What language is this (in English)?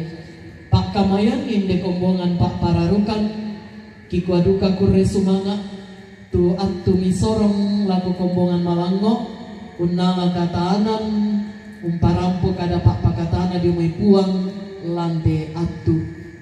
Toraja-Sa'dan